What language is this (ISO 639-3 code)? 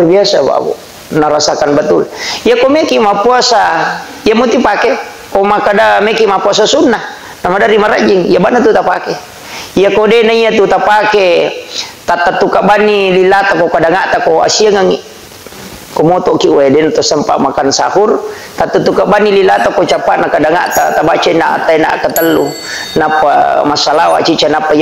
bug